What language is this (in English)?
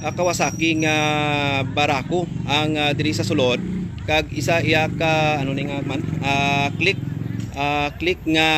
Hiligaynon